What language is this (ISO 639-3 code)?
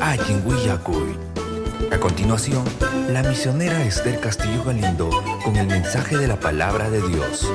quy